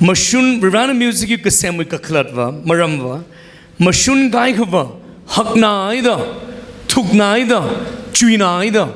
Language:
Tangkhul Naga (India)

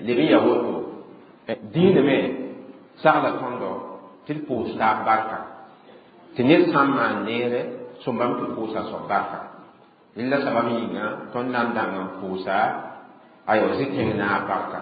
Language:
Mossi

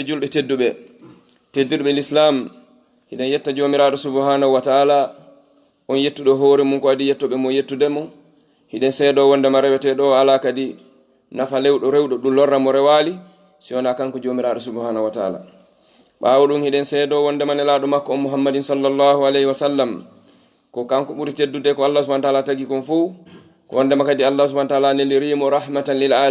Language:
Fula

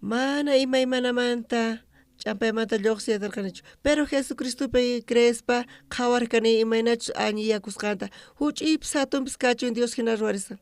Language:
South Bolivian Quechua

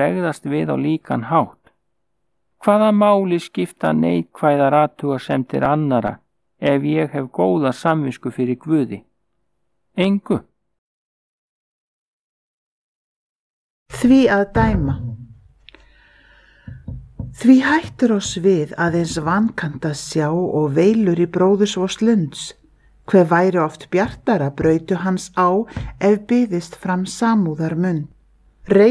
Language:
Icelandic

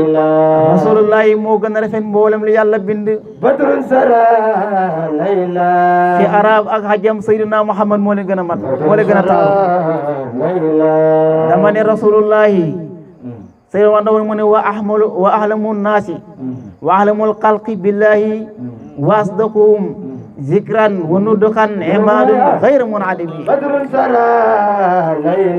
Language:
Wolof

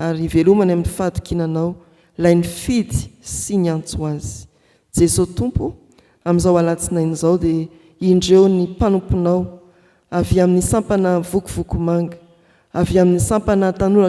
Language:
Malagasy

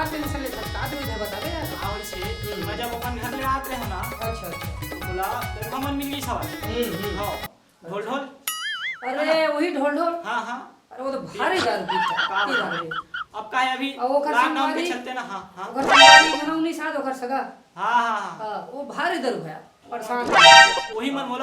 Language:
Chhattisgarhi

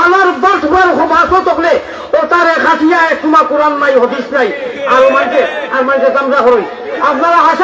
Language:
Sylheti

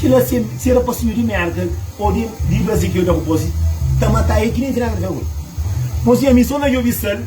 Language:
Kabuverdianu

